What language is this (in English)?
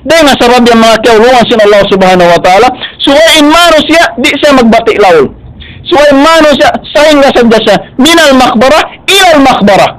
Tausug